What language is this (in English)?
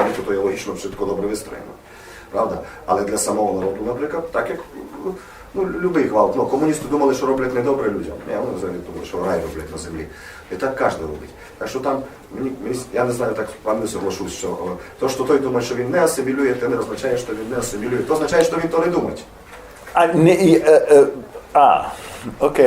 Rusyn